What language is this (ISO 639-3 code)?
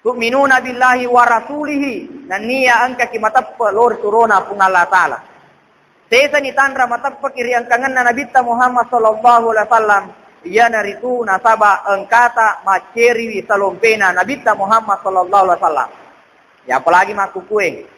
bug